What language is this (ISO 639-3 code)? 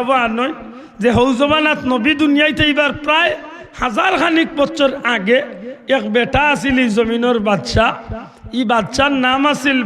syl